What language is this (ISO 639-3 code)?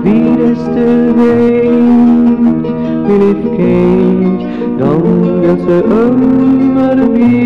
nld